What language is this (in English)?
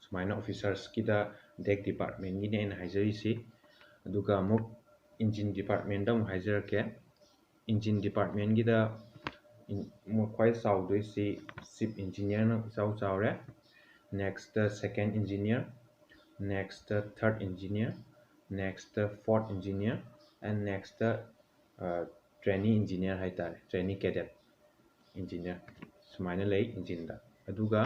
Manipuri